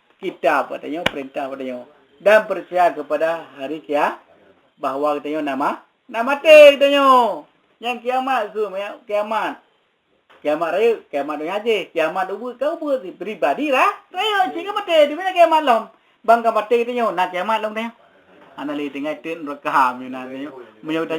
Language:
Achinese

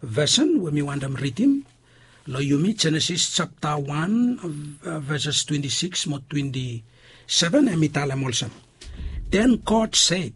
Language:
Bislama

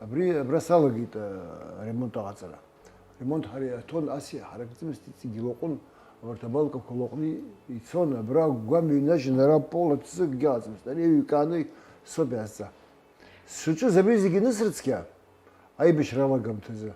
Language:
Abkhazian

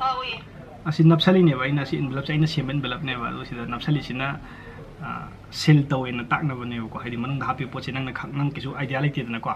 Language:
Manipuri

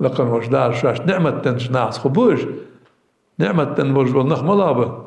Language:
Ingush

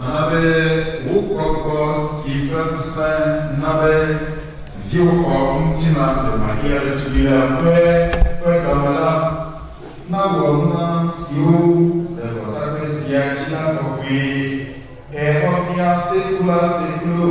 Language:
Ewe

